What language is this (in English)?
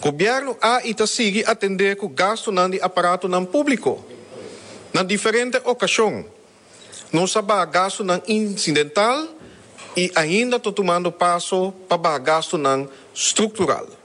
Papiamento